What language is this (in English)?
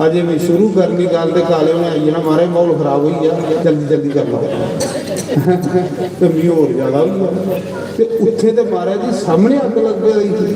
Dogri